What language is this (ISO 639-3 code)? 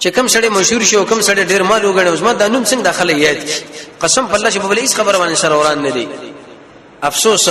pus